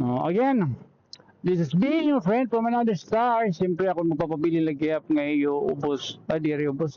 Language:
Waray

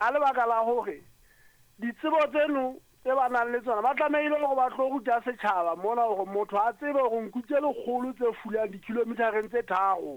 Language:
Southern Sotho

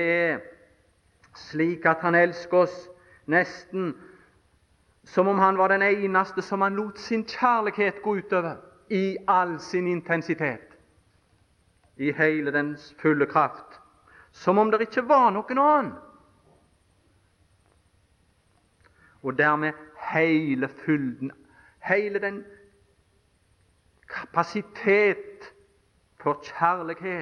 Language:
Norwegian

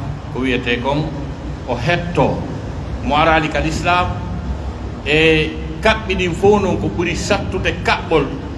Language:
Pular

